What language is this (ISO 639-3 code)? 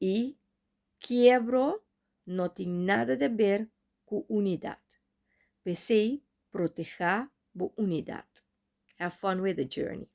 pap